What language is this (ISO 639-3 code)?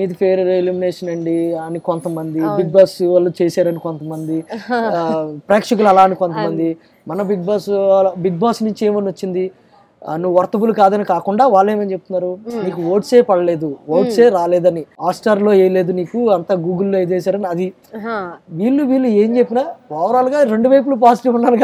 tel